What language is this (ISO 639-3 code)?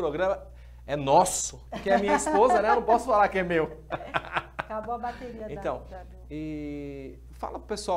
por